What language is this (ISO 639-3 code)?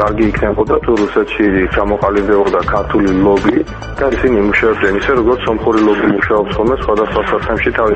kat